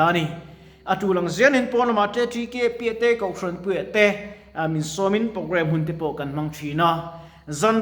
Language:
Mizo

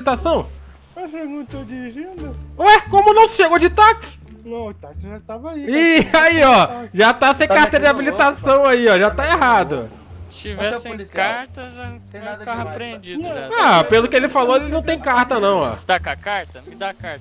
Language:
Portuguese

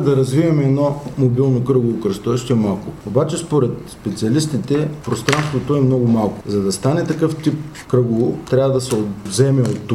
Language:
Bulgarian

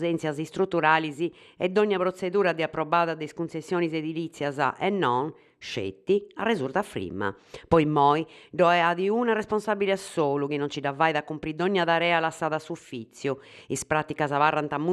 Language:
Sardinian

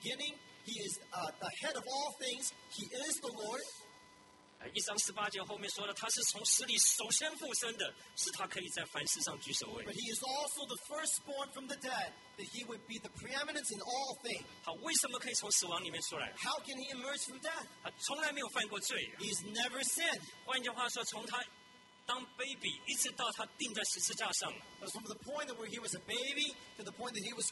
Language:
Chinese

